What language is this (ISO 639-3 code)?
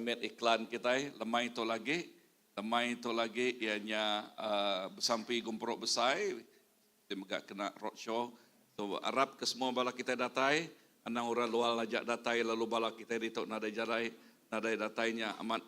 iba